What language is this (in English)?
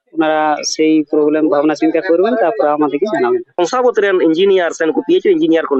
Santali